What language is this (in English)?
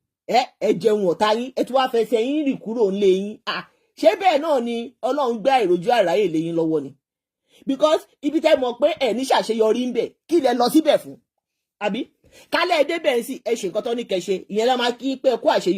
Yoruba